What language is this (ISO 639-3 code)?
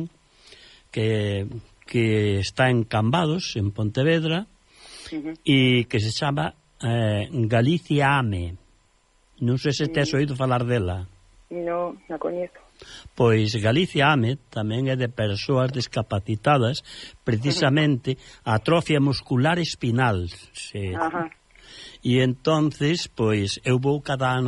glg